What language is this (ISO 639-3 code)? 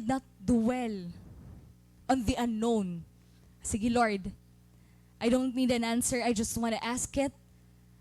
war